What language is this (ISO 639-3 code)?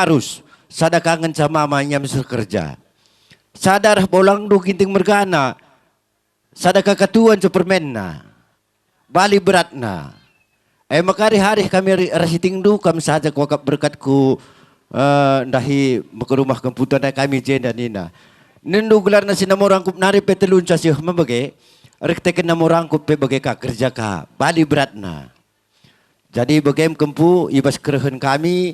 btx